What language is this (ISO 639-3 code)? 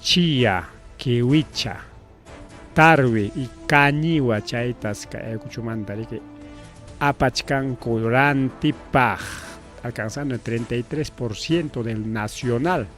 quy